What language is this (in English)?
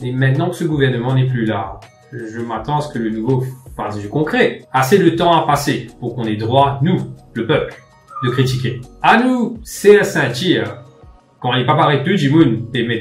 Morisyen